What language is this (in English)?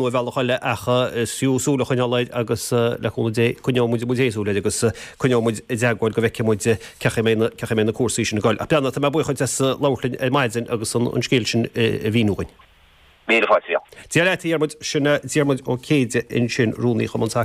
Irish